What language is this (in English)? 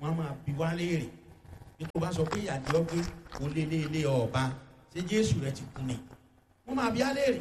Yoruba